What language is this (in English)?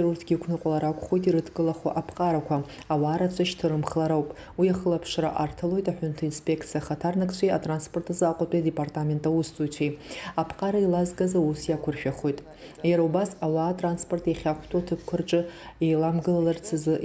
Abkhazian